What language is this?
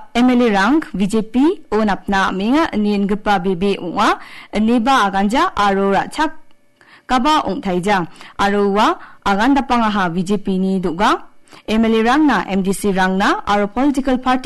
Garo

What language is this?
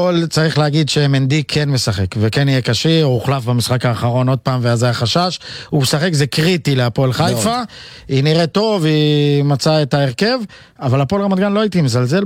Hebrew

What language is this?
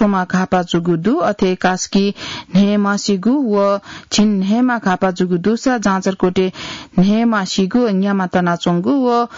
Newari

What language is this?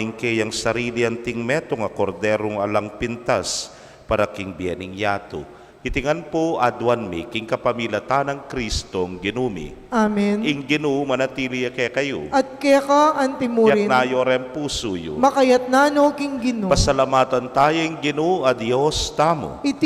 Pampanga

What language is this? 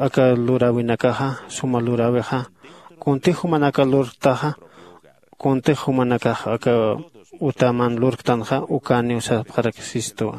Aymara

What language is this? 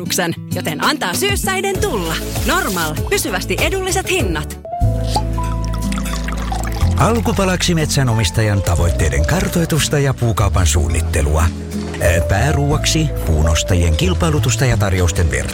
Finnish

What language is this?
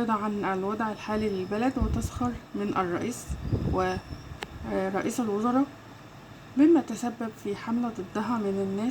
Egyptian Arabic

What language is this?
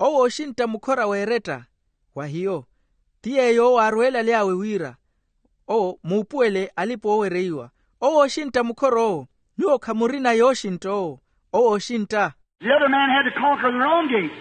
Makhuwa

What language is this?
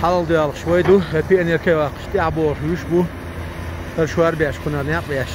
Chechen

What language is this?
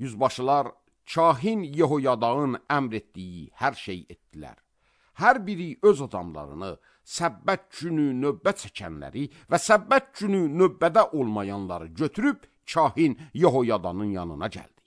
Azerbaijani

